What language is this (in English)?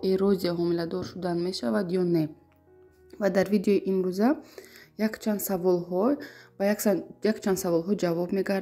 Tajik